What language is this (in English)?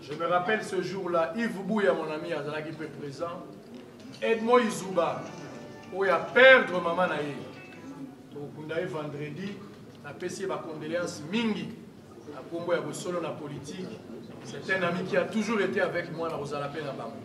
Lingala